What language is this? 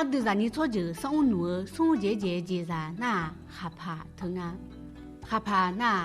Akha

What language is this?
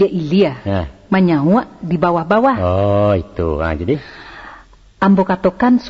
Minangkabau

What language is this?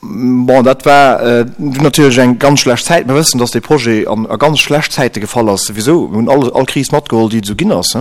Luxembourgish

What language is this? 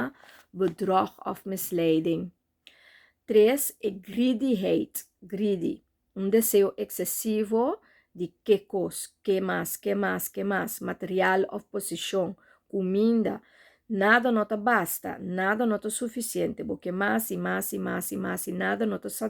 Papiamento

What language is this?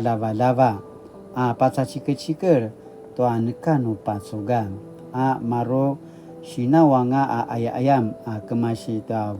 Paiwan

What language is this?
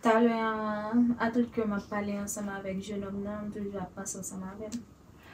Haitian Creole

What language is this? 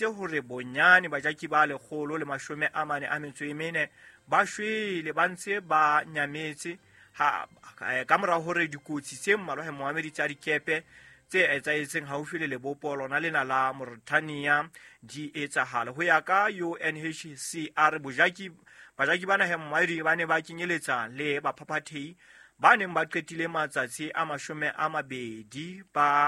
Southern Sotho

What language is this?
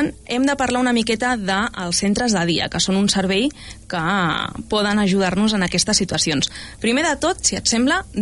Catalan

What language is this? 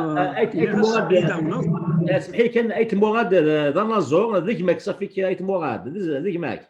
Kabyle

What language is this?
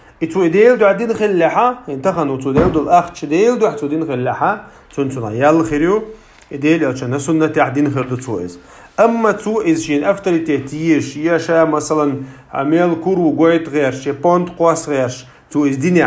Chechen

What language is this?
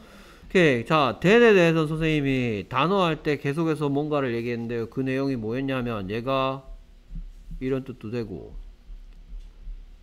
Korean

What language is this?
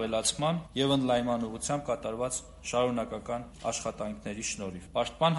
Armenian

